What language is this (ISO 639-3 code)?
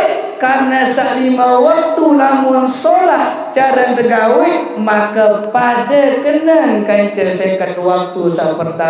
sas